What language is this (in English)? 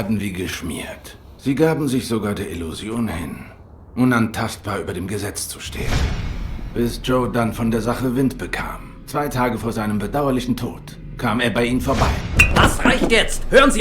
Swiss German